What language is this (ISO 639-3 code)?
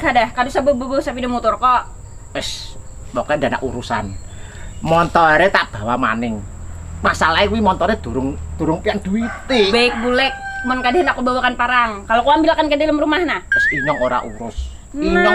bjn